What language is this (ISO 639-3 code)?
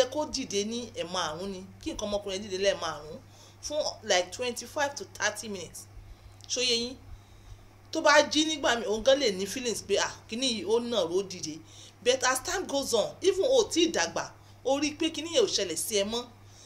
yor